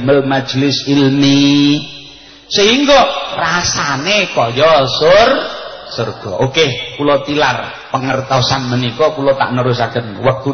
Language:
Javanese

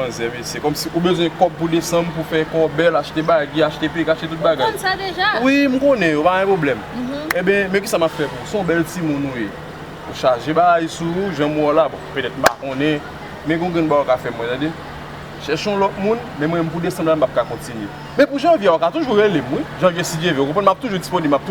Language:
Haitian Creole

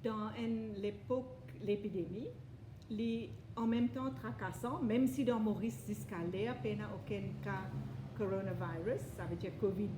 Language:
Morisyen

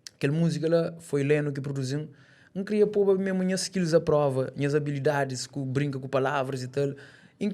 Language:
Kabuverdianu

